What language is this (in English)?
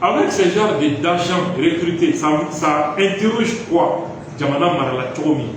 Bambara